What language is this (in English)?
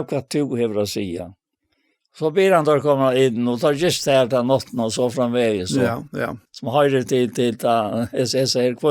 Faroese